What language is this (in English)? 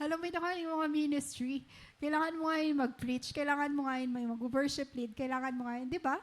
Waray